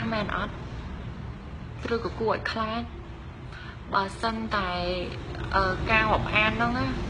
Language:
Khmer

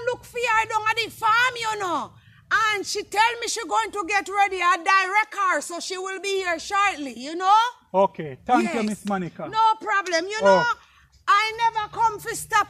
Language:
Jamaican Creole English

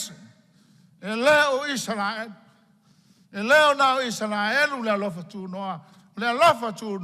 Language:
Samoan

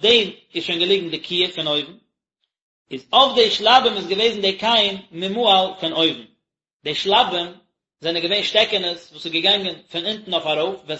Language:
Yiddish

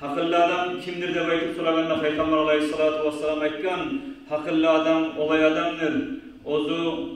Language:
Kumyk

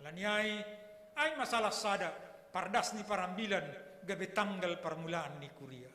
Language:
Batak Simalungun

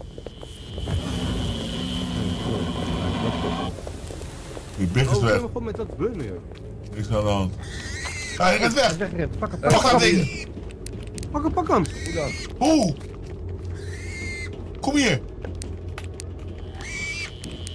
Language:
Dutch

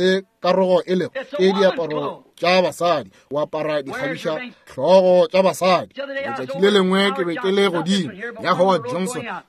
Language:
Northern Sotho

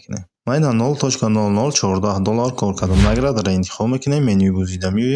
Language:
Tajik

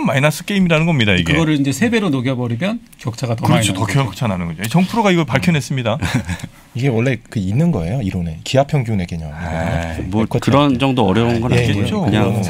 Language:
Korean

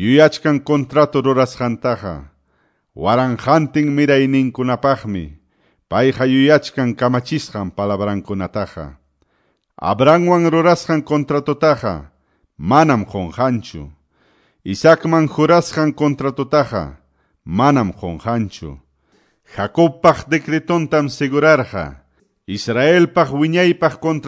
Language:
Quechua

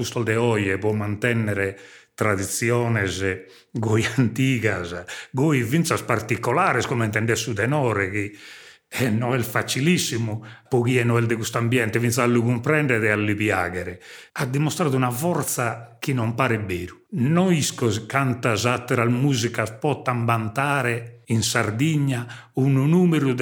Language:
Sardinian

